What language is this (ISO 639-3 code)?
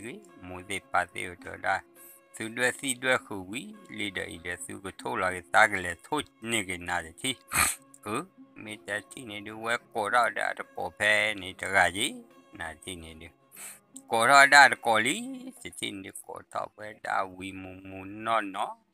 ksw